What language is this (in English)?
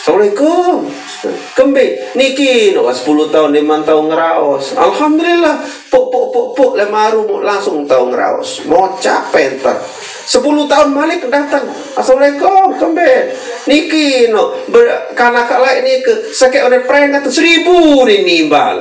Sasak